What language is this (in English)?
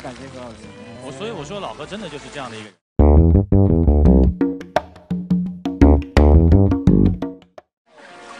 Chinese